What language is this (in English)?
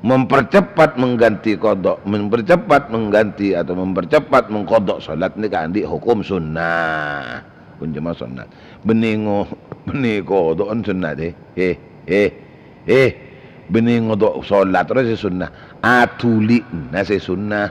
Madurese